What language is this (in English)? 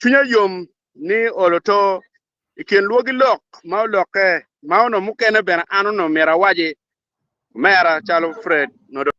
Acoli